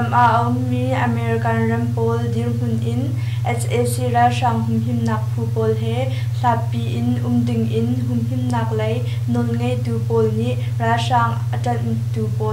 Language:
Hakha Chin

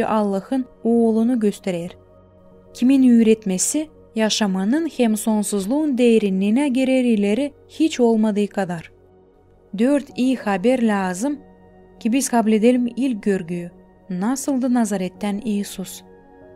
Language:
Gagauz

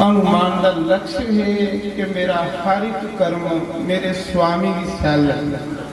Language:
Dogri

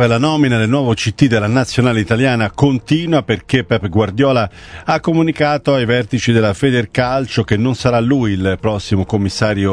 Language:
Italian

